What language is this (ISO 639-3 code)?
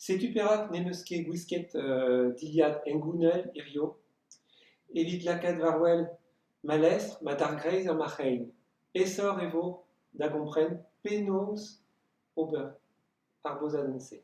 bre